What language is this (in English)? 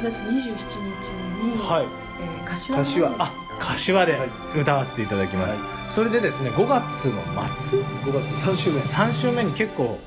Japanese